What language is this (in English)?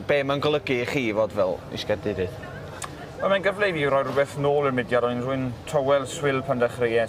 Welsh